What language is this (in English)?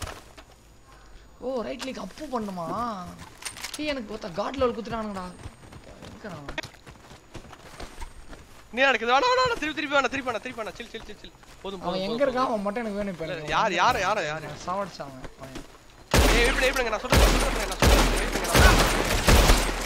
Tamil